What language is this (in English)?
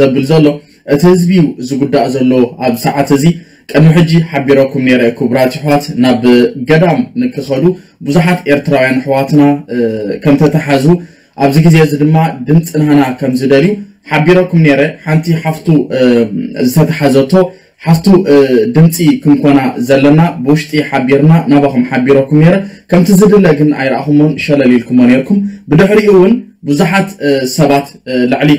Tigrinya